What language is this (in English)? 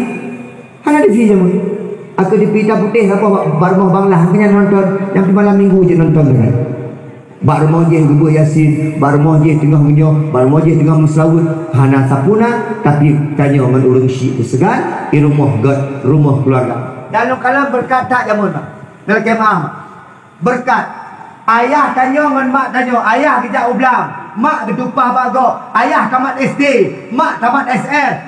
Achinese